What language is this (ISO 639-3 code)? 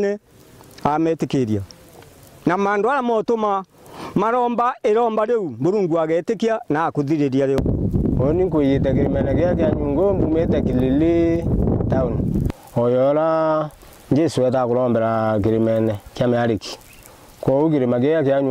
mer